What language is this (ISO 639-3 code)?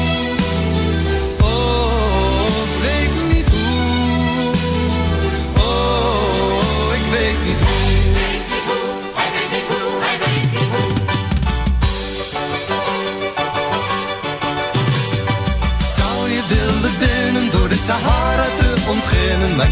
nld